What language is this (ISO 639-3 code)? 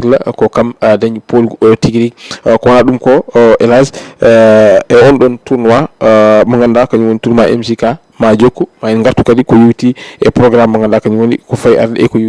ful